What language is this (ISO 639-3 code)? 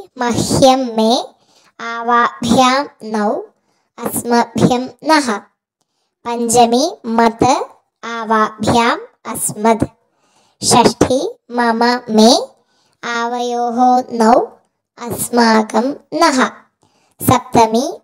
san